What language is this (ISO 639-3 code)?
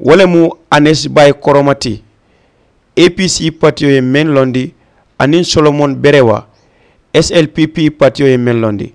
man